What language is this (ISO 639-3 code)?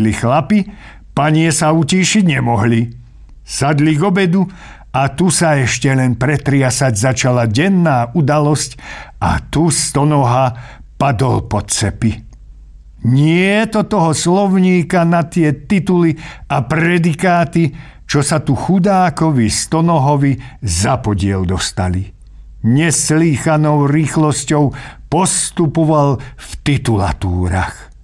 slk